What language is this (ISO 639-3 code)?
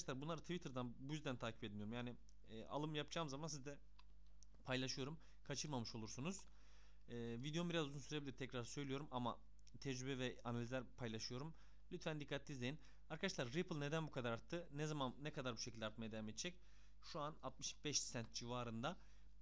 tur